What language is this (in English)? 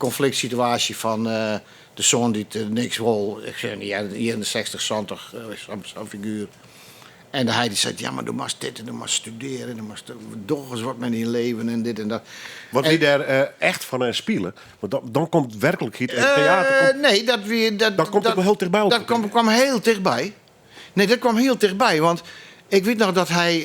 Western Frisian